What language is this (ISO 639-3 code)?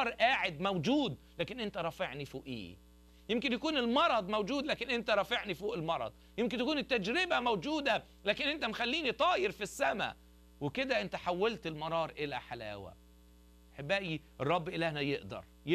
arz